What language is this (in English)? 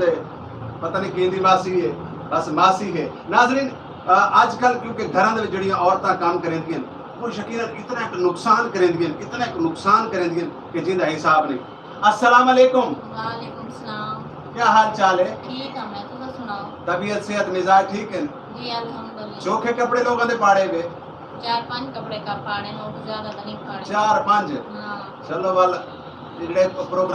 Saraiki